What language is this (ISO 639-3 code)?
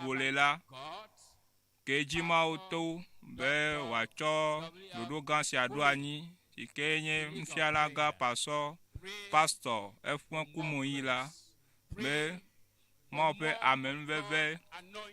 ewe